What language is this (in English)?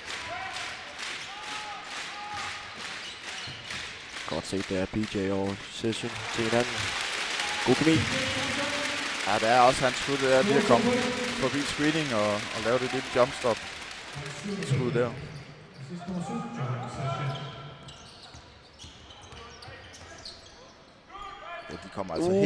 Danish